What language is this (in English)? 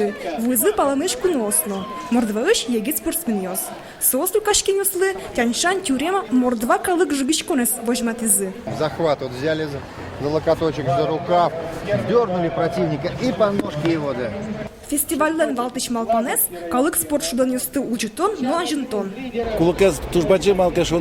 Udmurt